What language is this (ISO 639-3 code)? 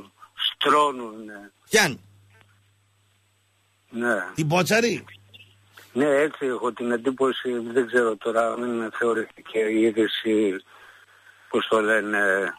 ell